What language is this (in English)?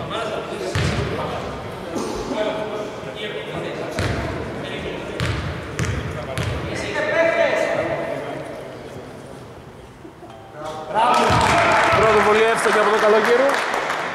Greek